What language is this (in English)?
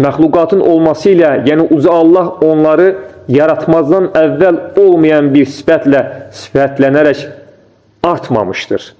Azerbaijani